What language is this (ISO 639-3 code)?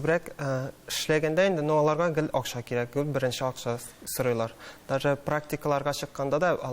tat